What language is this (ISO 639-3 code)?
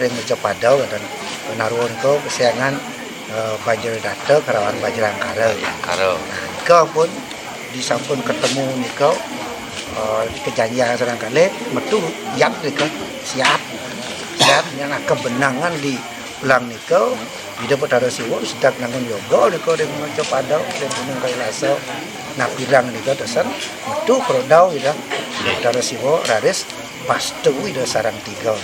ban